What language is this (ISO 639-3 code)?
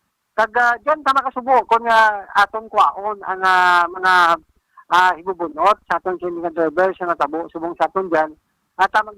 hil